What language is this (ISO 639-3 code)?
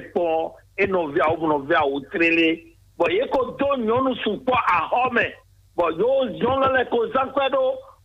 fon